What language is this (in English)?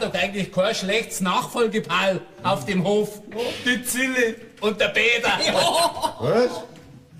Bavarian